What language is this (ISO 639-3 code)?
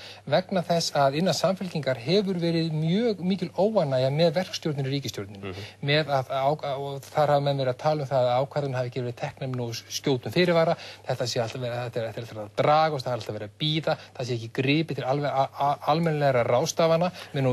isl